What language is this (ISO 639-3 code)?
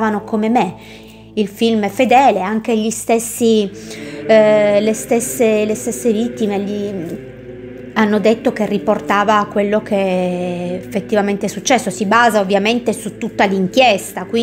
ita